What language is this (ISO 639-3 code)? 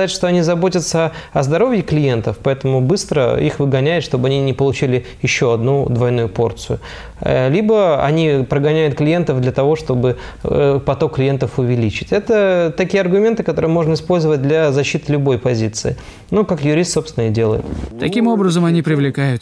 rus